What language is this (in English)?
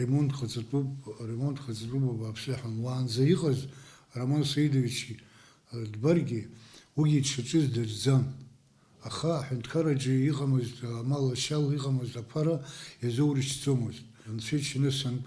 Abkhazian